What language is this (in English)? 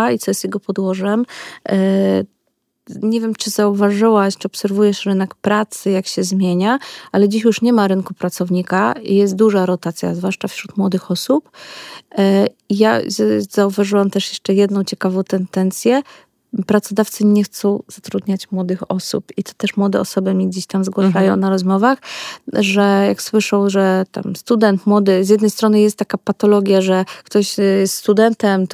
Polish